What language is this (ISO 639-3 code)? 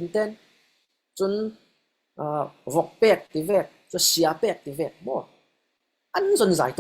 cfm